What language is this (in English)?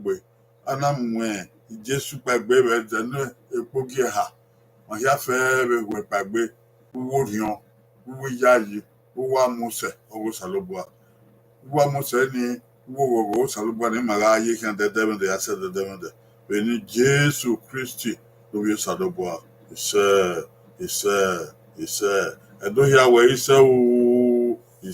Bini